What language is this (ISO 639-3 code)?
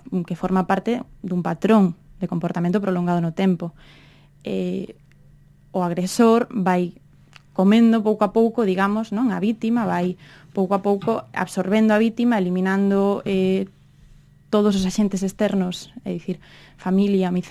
glg